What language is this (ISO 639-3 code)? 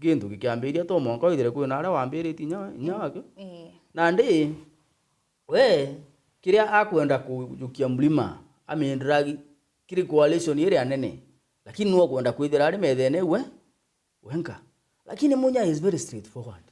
mer